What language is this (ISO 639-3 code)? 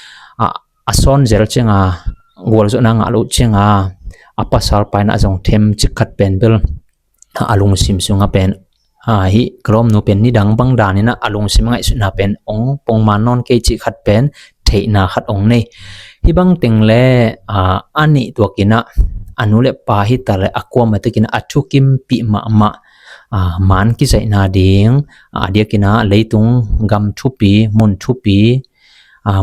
ctd